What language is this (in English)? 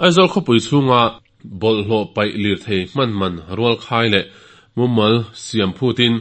Mizo